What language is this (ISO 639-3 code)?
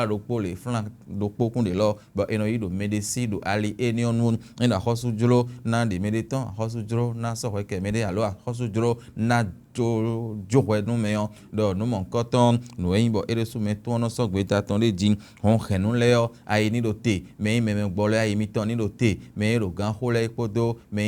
fon